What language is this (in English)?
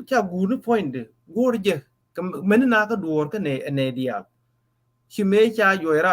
Nuer